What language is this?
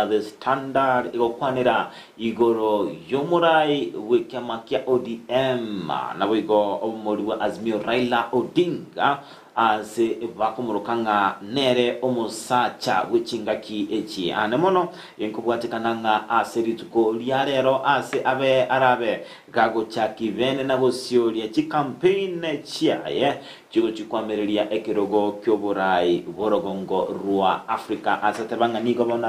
Gusii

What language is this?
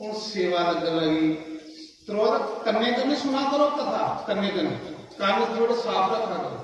Dogri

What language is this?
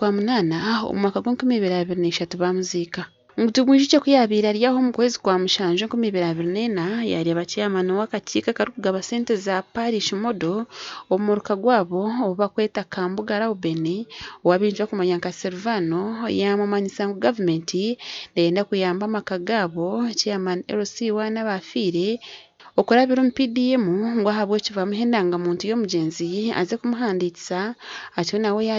Nyankole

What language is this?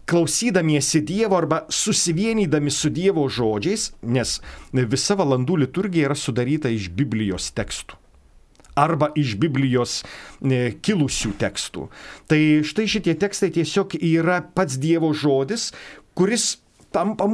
Lithuanian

